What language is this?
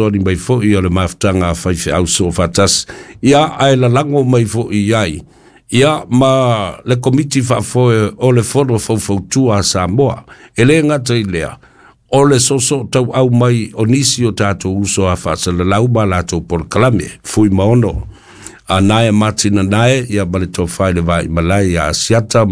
Samoan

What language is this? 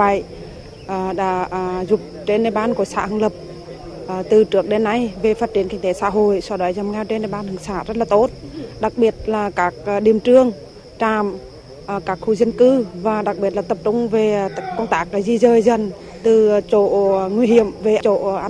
Vietnamese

